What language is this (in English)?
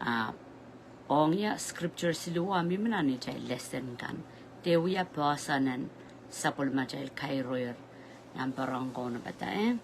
Pohnpeian